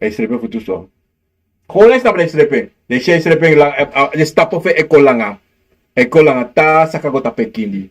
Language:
Sranan Tongo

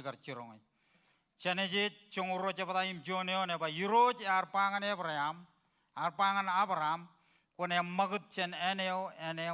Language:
Marshallese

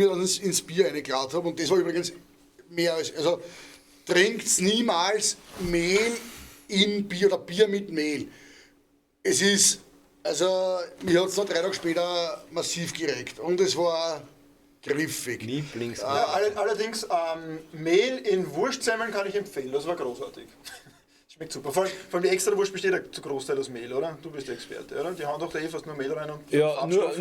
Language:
Bavarian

